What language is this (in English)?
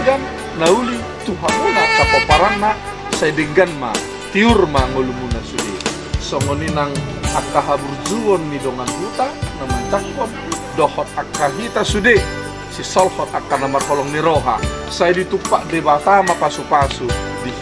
Batak Toba